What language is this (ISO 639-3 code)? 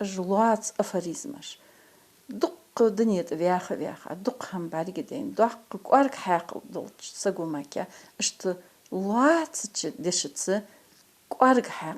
inh